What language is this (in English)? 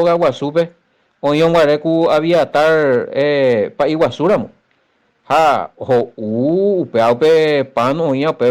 Guarani